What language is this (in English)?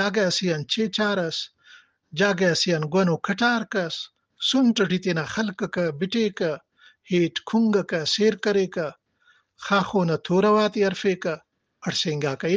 Brahui